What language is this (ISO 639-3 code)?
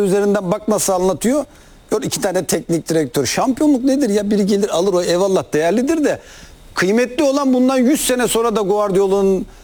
tur